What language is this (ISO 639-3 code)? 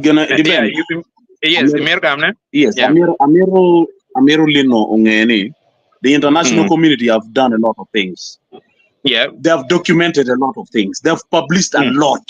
ach